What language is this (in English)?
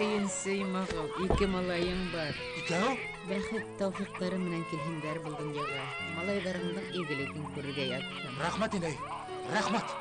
Bashkir